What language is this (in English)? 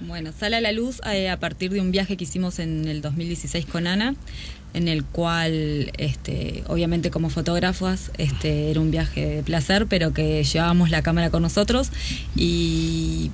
Spanish